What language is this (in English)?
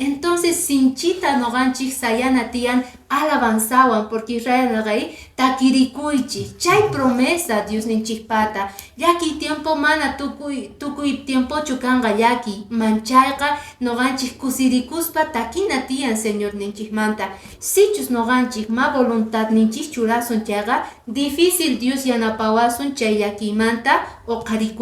Quechua